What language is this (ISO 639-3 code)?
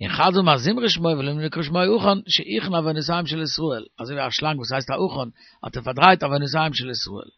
yid